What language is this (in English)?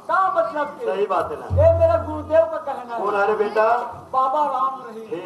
Chhattisgarhi